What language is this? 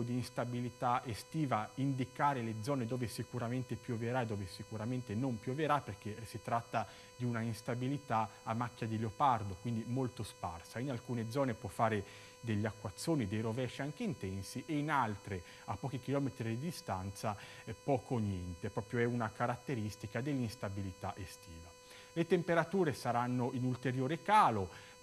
Italian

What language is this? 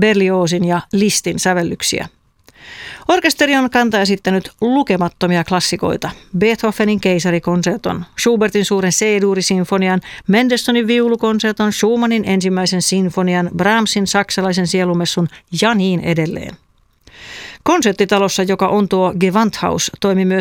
Finnish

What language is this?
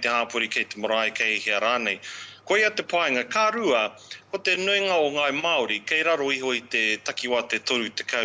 Māori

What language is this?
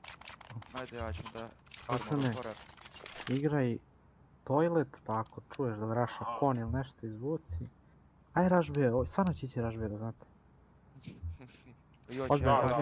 Serbian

